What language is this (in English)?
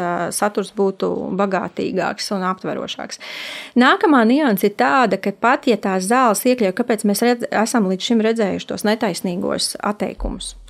Latvian